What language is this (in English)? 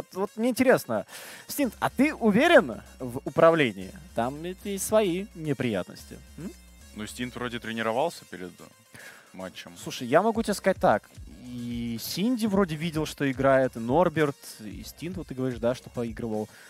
Russian